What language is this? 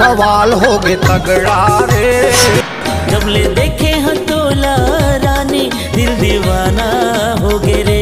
Chhattisgarhi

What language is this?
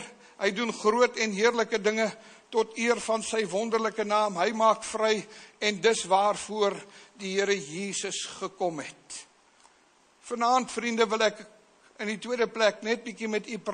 Afrikaans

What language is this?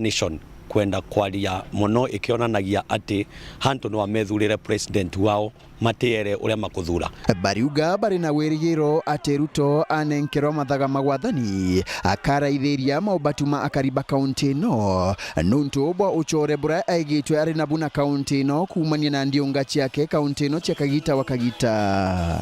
Meru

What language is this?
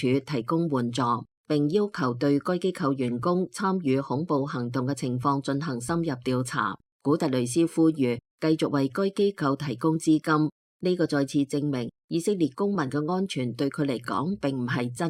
Cantonese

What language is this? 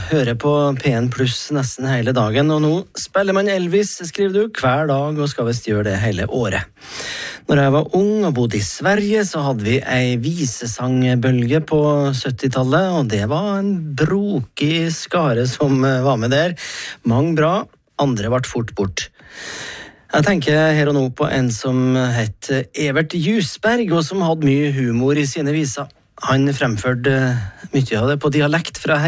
Norwegian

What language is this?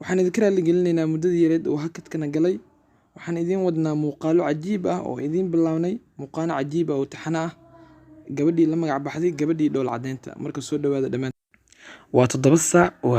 Somali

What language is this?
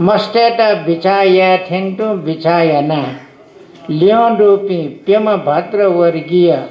Newari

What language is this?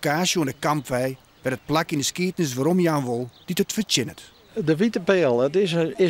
Western Frisian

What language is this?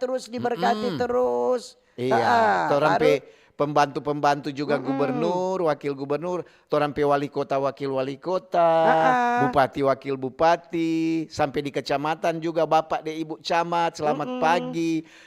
Manado Malay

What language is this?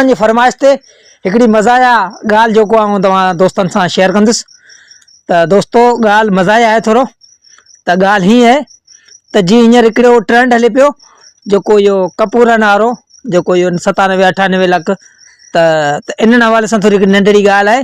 Sindhi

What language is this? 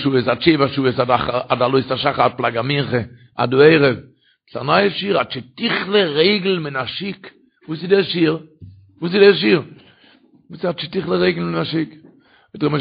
Yiddish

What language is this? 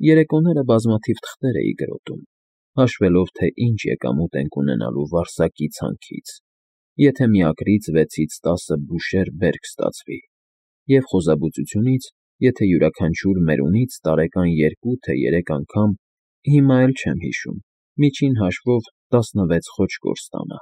Armenian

